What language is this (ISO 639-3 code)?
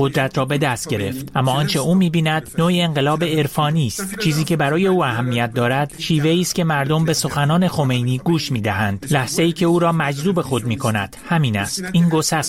fas